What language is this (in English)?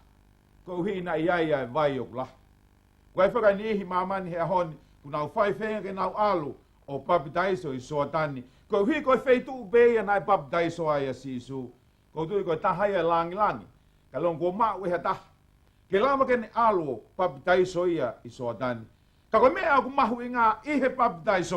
Tongan